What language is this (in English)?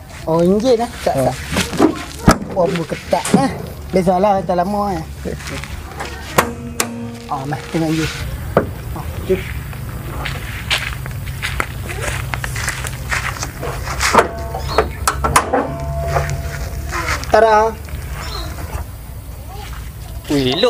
Malay